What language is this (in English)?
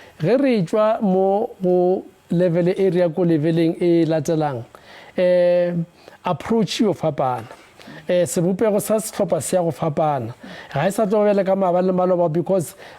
Northern Sotho